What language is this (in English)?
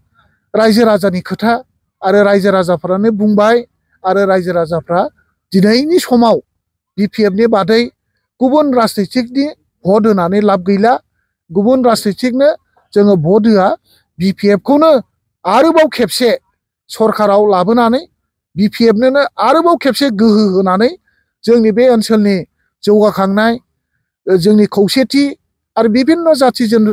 Bodo